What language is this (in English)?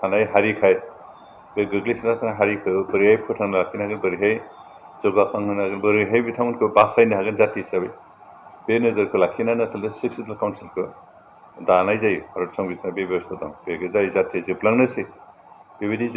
Bodo